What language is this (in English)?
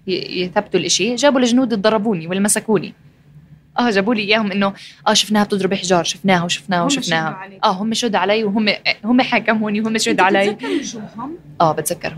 North Levantine Arabic